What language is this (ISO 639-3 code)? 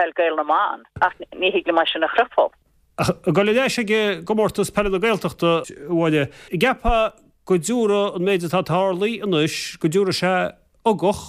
gle